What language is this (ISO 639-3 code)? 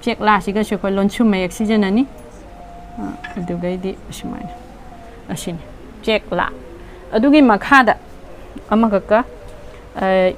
mni